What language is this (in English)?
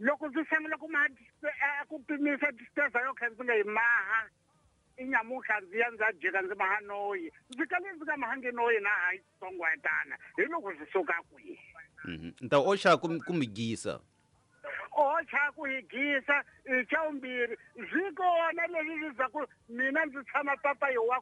Tsonga